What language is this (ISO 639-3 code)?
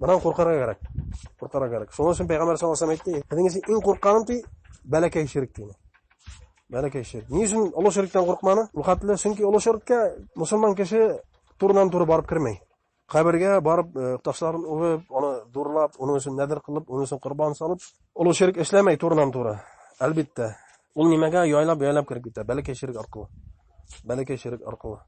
bak